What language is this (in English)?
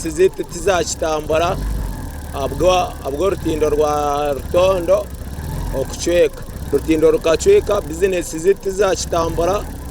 Nyankole